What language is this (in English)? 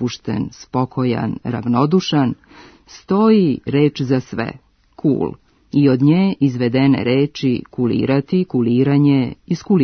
Serbian